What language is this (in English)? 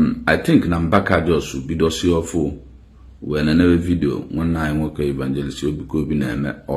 Igbo